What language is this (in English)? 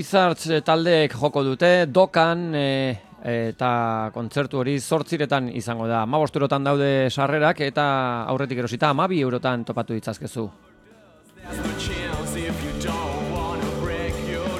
Basque